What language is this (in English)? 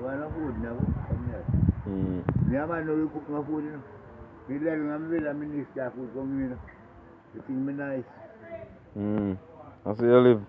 Jamaican Creole English